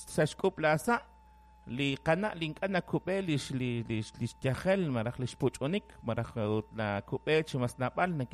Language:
Kekchí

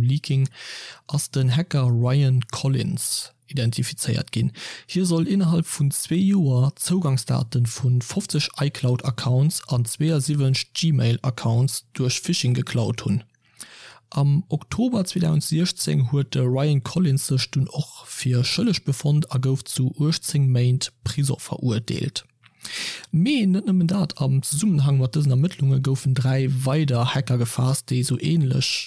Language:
Luxembourgish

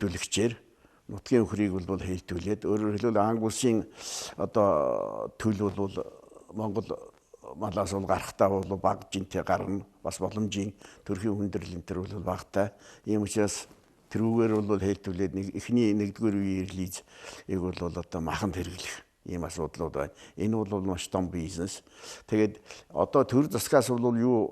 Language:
Mongolian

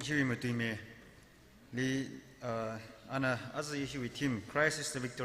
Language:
Tangkhul Naga (India)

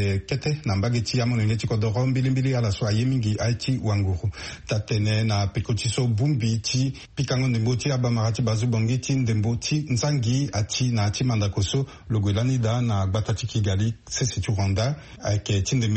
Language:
Sango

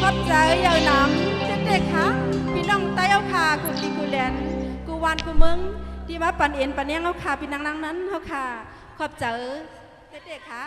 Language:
Shan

